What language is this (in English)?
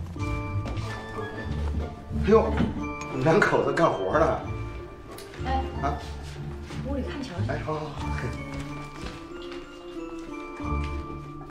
Chinese